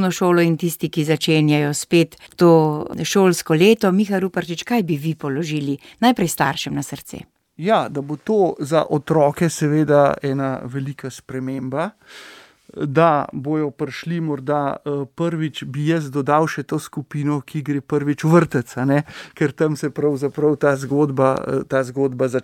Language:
Slovenian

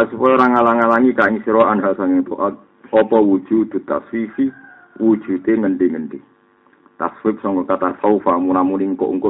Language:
Javanese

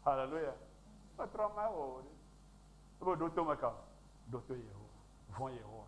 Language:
Ewe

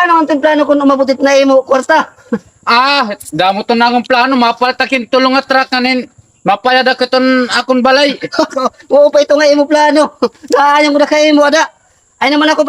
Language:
Waray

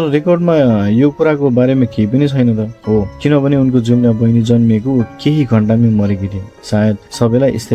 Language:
Nepali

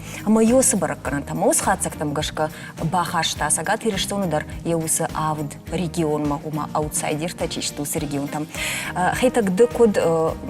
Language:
Ossetic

